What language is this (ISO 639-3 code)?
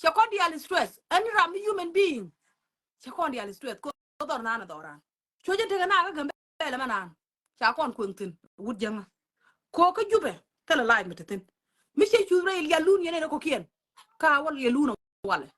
nus